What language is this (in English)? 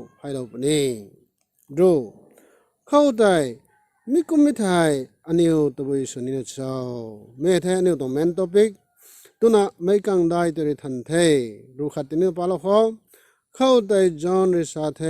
Rongmei Naga